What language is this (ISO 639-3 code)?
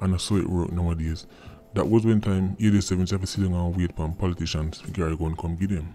jam